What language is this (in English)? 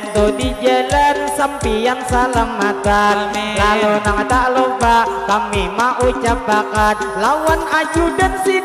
Banjar